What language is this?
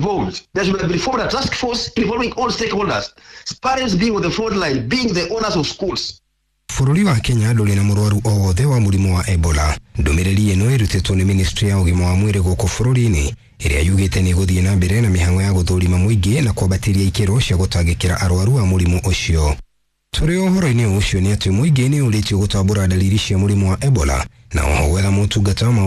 Kikuyu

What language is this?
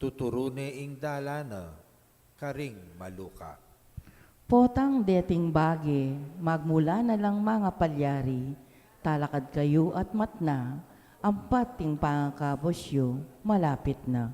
Pampanga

